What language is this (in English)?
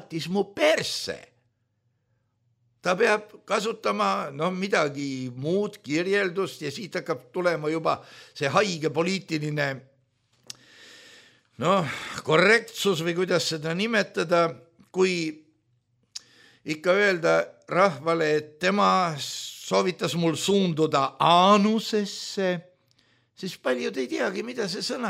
Estonian